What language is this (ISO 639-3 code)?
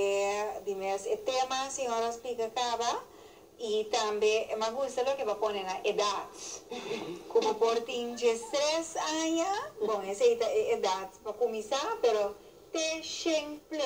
pap